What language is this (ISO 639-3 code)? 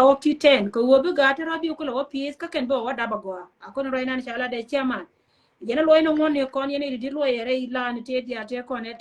nus